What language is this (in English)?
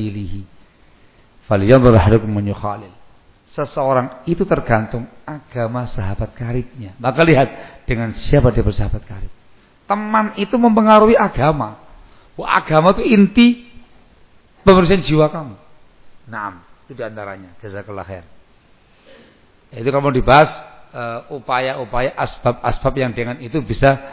Indonesian